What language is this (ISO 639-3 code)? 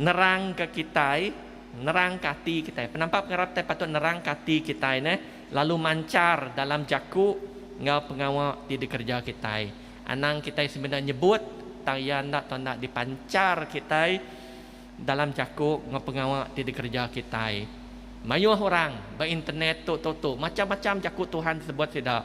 iba